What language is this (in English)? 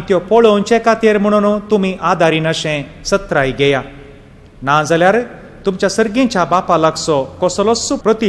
Konkani